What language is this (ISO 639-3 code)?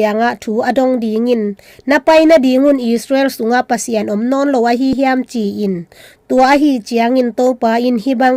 ctd